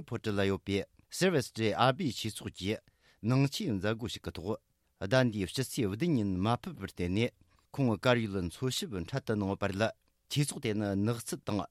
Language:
Tibetan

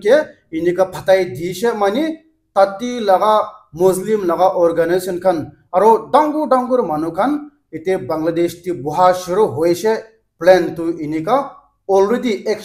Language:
Naga Pidgin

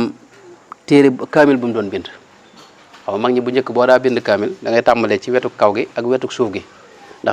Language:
Wolof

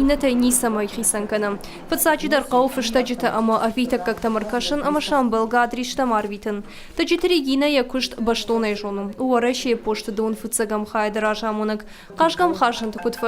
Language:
Ossetic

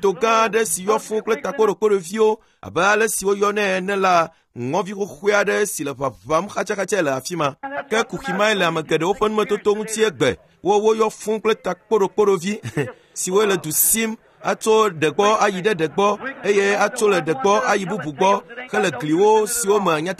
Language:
Ewe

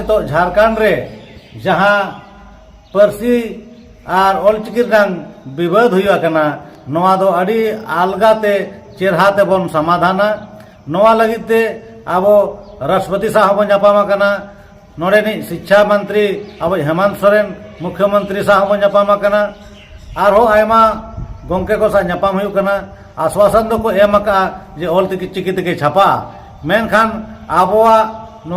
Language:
Santali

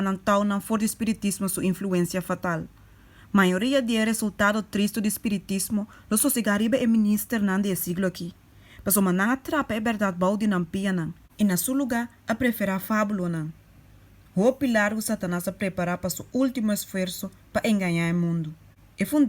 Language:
Papiamento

